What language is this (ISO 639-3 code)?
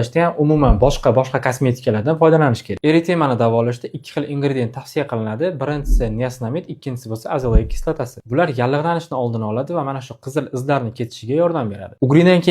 uzb